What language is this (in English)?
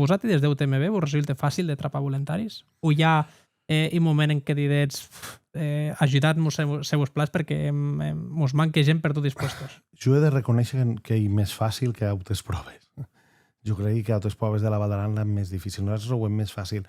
Occitan